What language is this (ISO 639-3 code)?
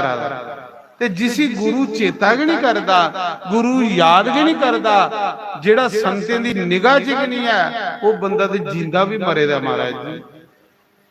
doi